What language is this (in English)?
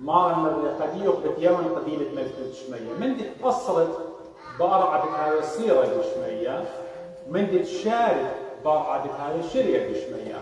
Assyrian Neo-Aramaic